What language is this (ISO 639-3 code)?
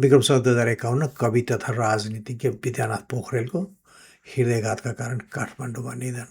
nep